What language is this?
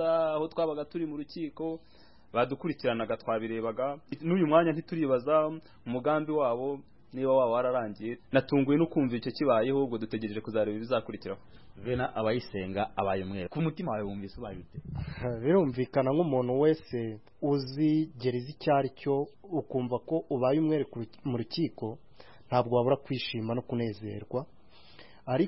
Kinyarwanda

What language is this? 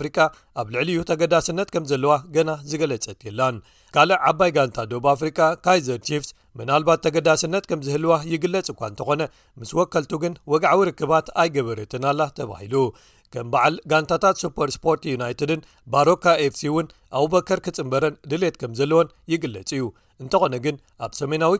Tigrinya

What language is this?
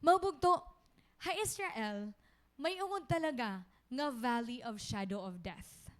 Waray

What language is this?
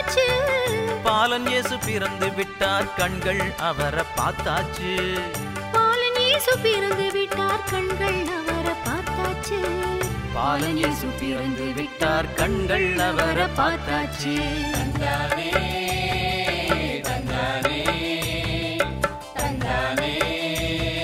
Tamil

